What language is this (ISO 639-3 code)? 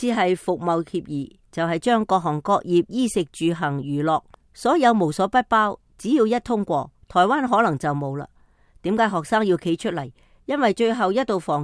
yue